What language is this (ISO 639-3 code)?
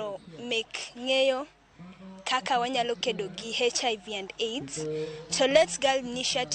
luo